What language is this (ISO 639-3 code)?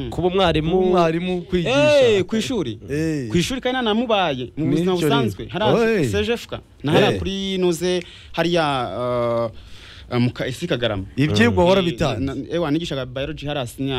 kin